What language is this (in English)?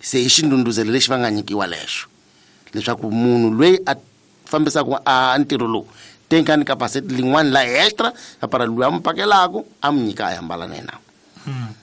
Tsonga